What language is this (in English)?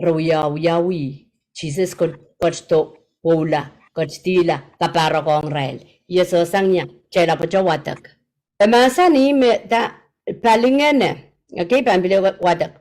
Pohnpeian